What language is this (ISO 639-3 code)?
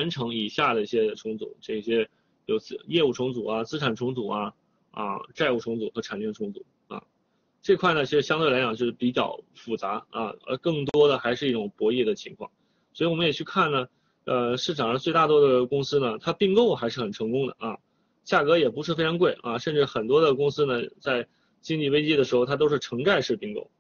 zho